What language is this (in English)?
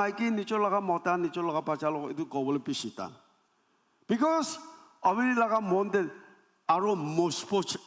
Naga Pidgin